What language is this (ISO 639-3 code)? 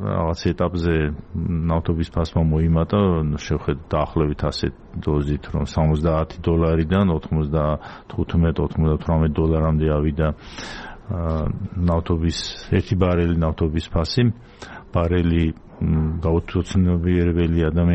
kat